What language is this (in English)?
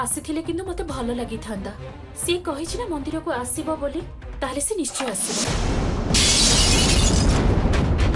Odia